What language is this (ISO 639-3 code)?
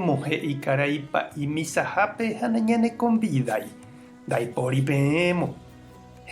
grn